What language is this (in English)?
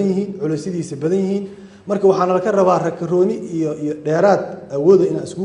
Somali